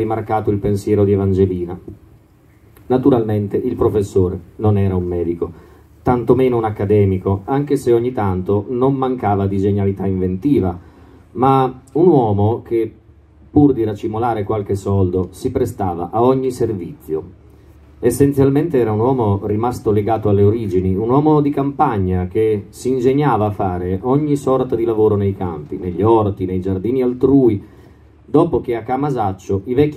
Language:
Italian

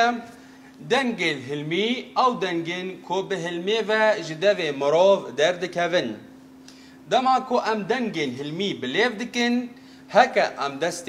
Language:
Kurdish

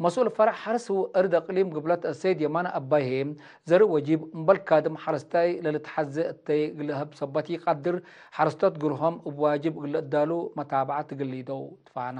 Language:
Tigre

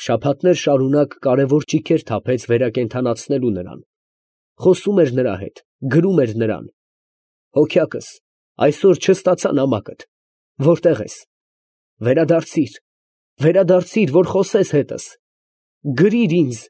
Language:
Armenian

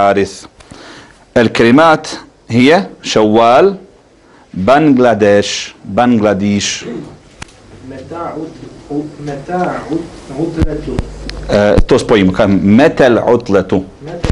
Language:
Bosnian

